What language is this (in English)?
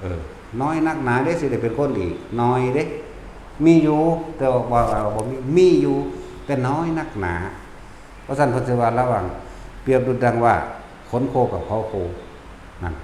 Northeastern Thai